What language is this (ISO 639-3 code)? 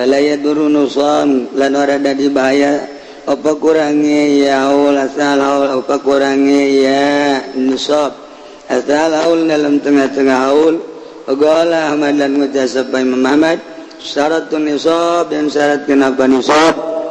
sun